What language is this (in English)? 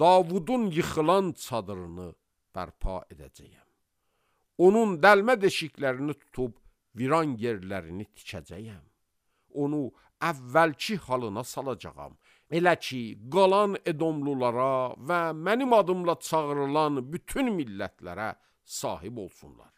Azerbaijani